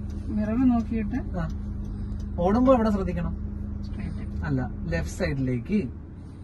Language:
Malayalam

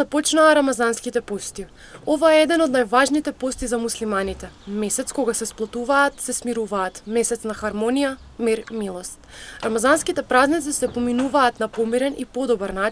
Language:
Macedonian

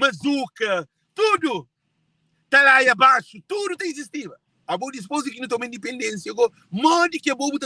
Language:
Kabuverdianu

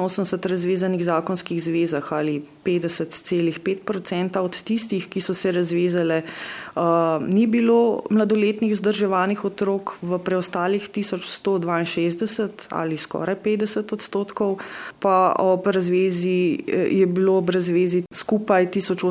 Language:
Slovenian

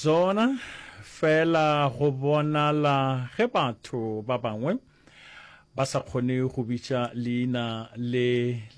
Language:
Northern Sotho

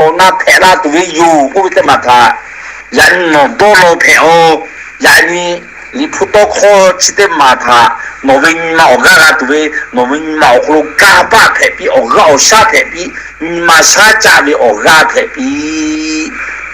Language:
Lahu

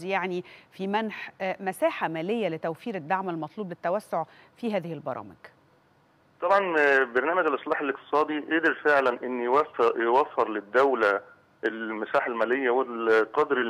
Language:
Arabic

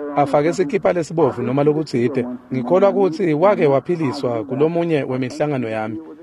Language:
Swati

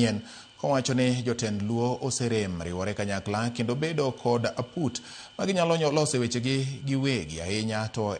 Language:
Luo (Kenya and Tanzania)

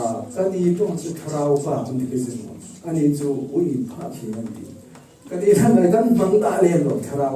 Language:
Falam Chin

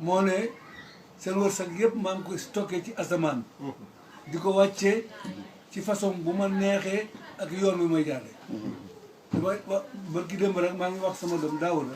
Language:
Wolof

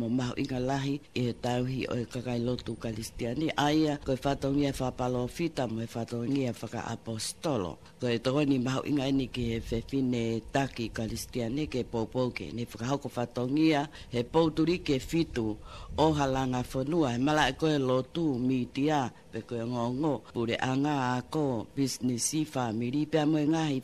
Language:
Tongan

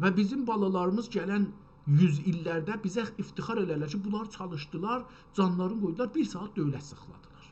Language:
South Azerbaijani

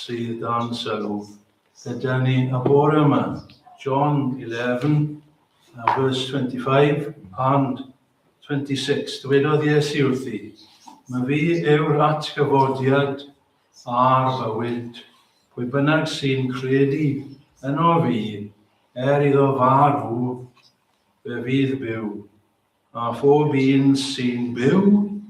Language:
Welsh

